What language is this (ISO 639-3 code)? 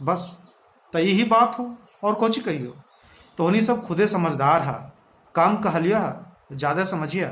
mag